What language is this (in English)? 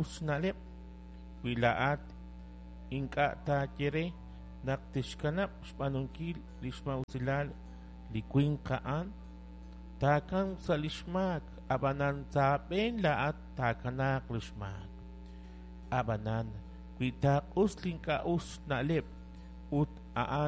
Kekchí